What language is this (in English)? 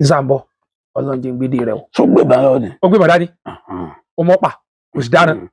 Yoruba